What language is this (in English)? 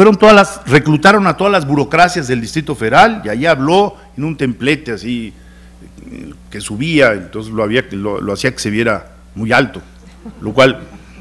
Spanish